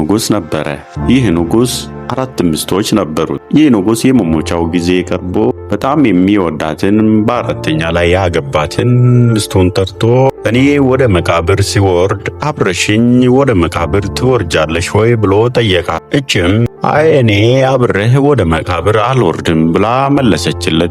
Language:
Amharic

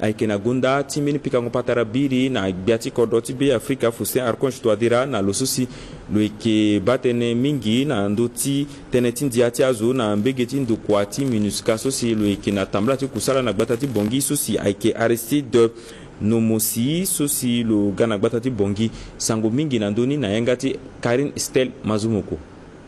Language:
Sango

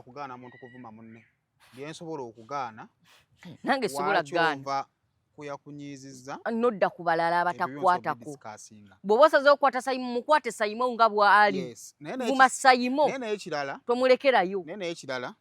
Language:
Ganda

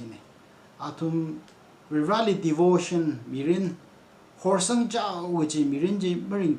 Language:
Tangkhul Naga (India)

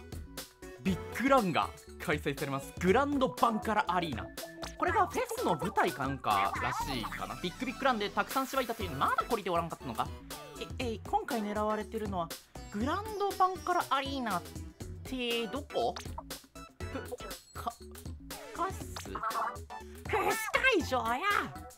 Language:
Japanese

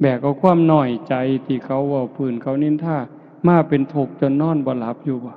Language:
Northeastern Thai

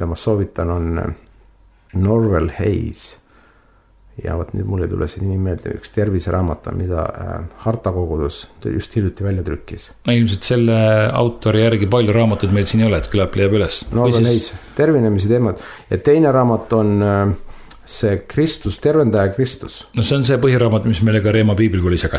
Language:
Estonian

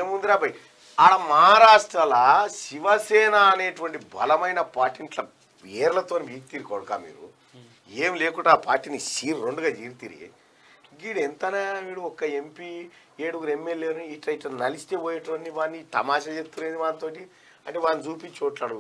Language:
Telugu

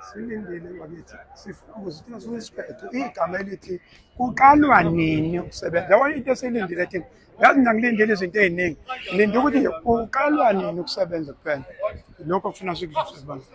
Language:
Zulu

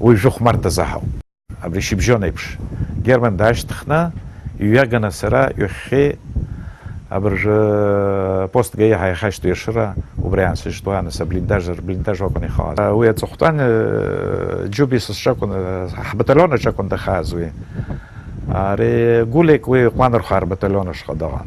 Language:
Abkhazian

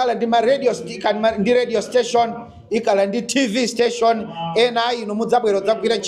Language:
Nyanja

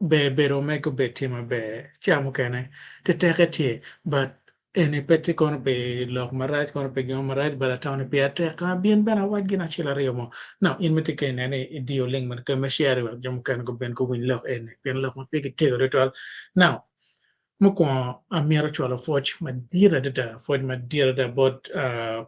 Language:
Acoli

